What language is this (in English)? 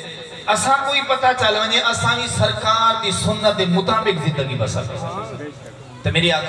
Saraiki